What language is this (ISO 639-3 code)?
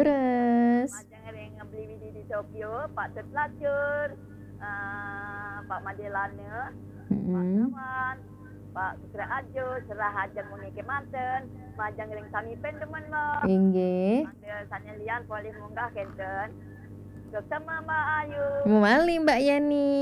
ban